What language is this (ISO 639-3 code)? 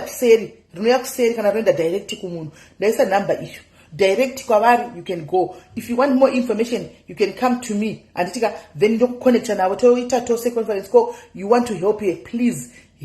sna